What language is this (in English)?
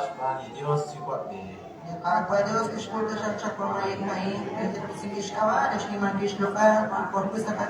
Kekchí